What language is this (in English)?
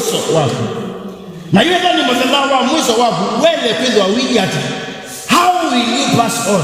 Kamba